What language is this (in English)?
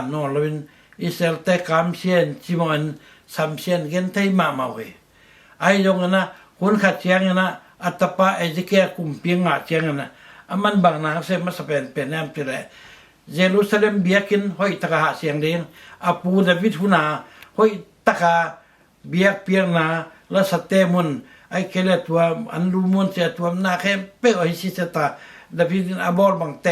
Tedim Chin